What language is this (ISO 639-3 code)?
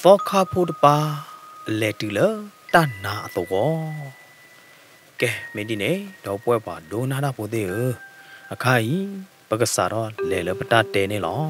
ksw